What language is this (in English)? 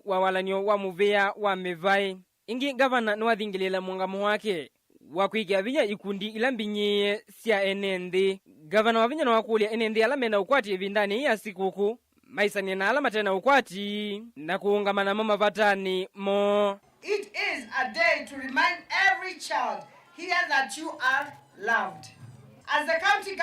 Kamba